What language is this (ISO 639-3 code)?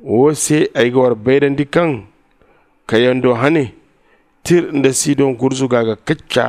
dje